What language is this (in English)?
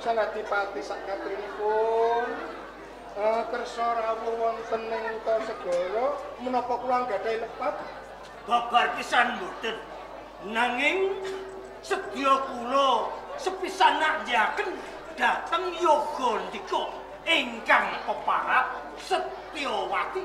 Javanese